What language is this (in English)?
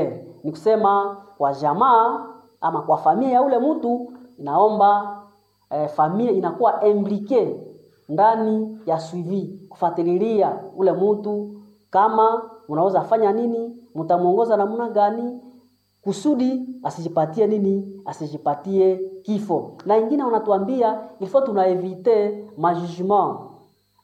Swahili